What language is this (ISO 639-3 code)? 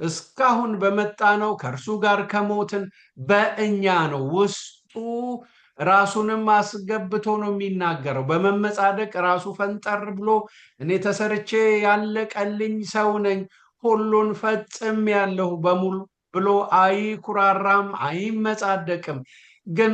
amh